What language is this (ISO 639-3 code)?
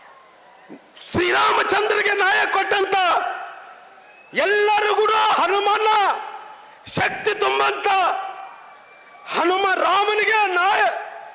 kan